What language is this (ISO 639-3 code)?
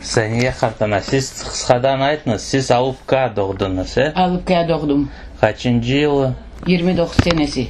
crh